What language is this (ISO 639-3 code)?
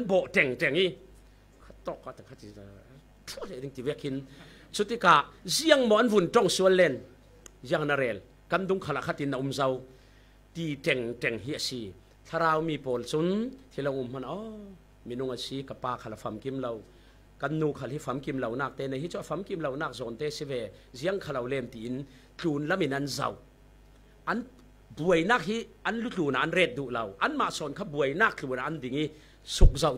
cfm